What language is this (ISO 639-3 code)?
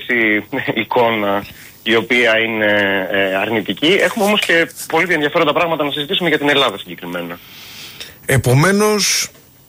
ell